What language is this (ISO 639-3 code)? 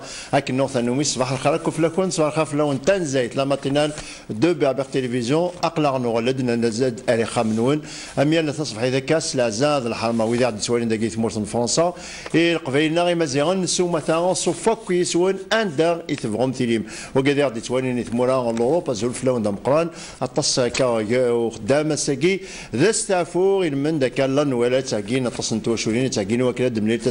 kab